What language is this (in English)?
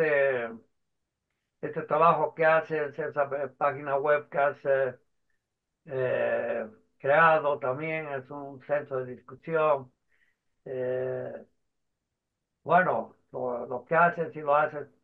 Spanish